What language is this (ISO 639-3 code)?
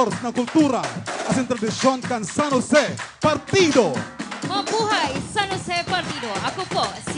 bik